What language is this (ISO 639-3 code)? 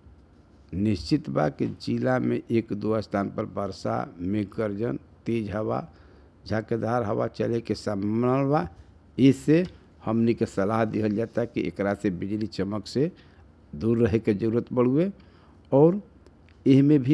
bho